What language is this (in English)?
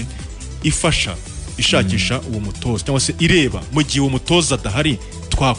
Kinyarwanda